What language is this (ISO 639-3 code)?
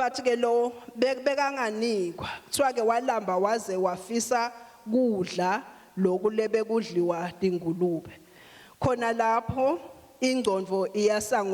ssw